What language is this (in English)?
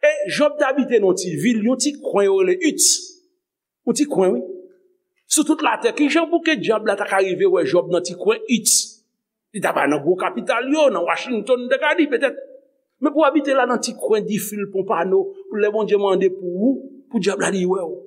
Haitian Creole